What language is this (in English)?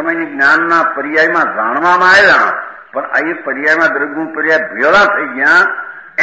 Gujarati